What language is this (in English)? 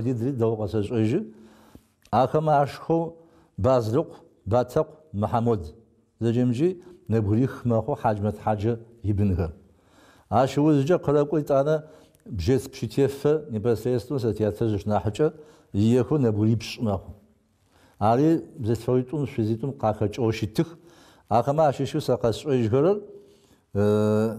Adyghe